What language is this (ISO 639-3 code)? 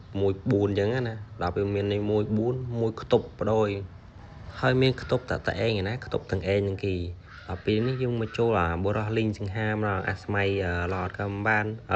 khm